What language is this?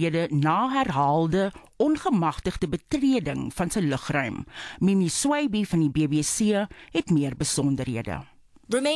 Afrikaans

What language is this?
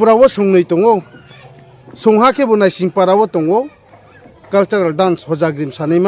Riang (India)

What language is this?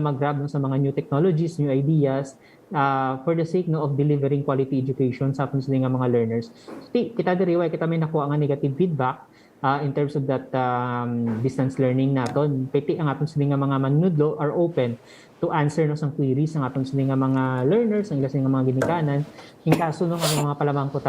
Hiligaynon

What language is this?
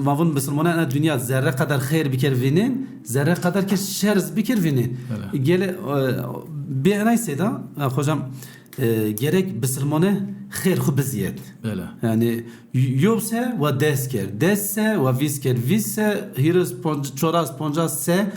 Zaza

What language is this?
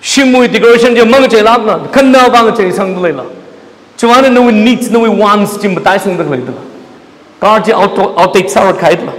Tangkhul Naga (India)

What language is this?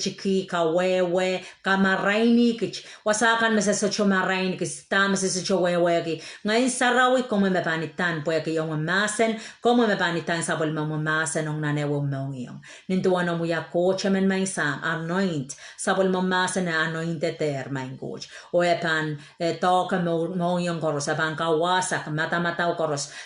Pohnpeian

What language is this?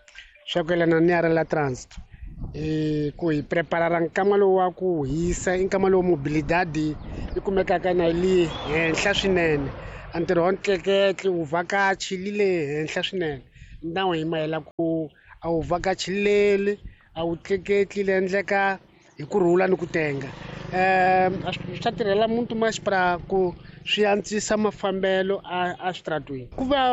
Tsonga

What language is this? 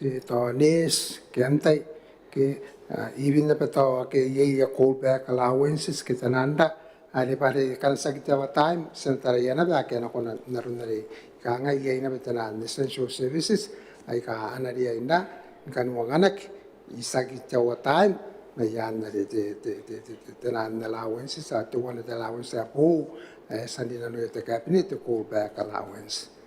Gilbertese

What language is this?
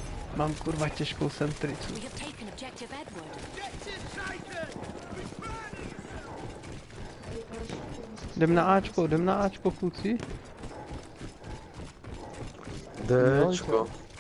Czech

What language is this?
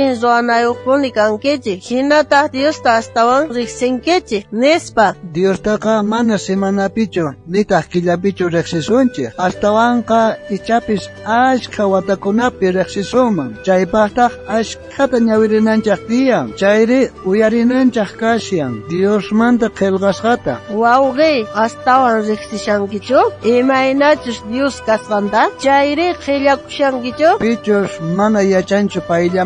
South Bolivian Quechua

